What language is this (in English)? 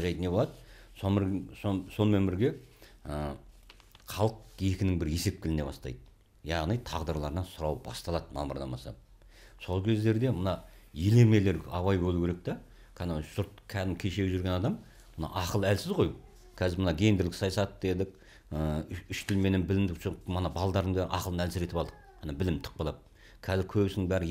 Kazakh